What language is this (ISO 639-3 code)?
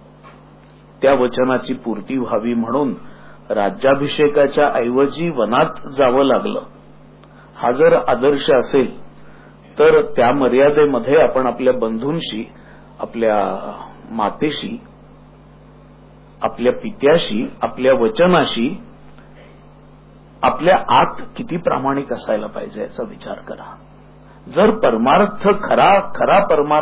mar